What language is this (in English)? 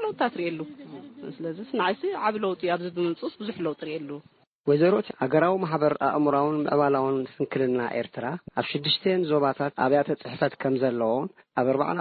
Tigrinya